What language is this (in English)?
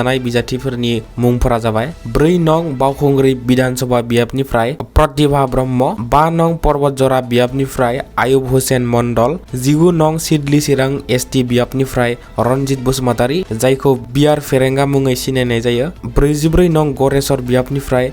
Bodo